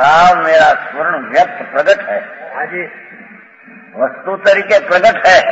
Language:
Hindi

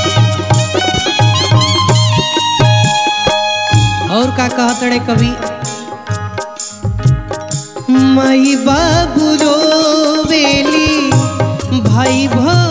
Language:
Bhojpuri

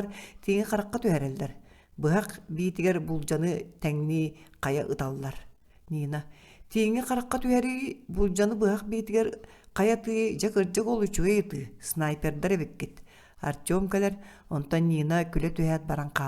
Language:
Yakut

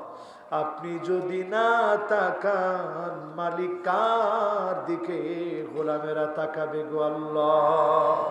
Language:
Bangla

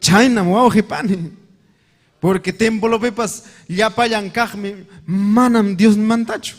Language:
Ayacucho Quechua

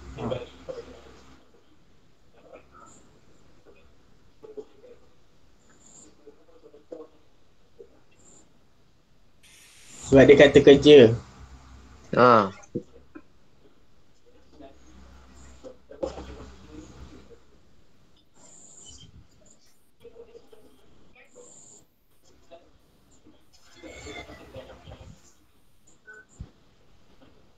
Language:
Malay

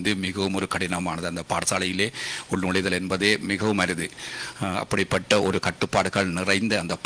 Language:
Tamil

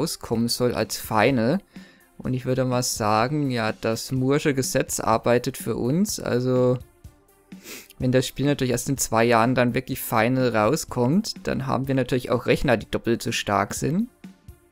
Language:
German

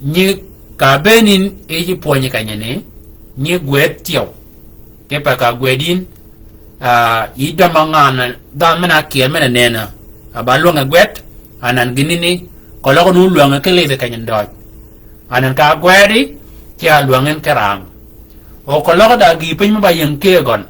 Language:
Shilluk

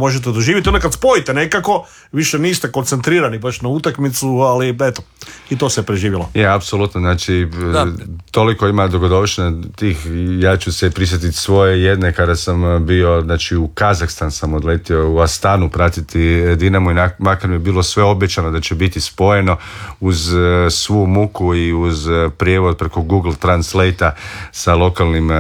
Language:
Croatian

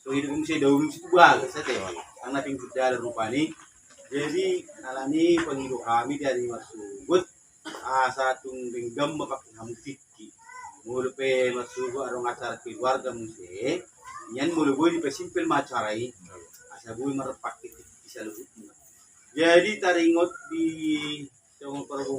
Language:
Batak Toba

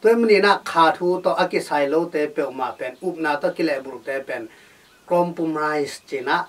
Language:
Tedim Chin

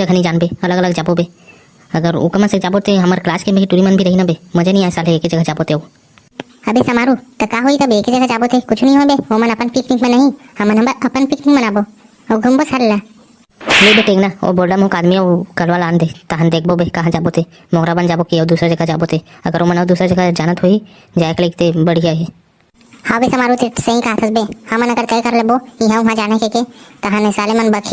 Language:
Chhattisgarhi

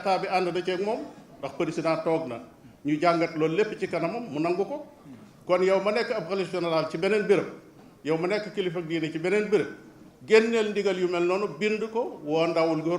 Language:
Wolof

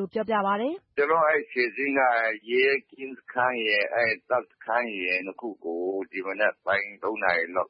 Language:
Burmese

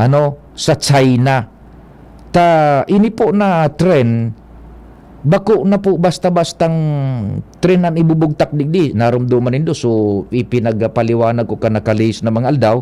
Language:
Bikol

